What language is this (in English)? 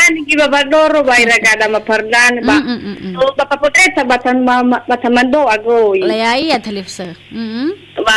Nias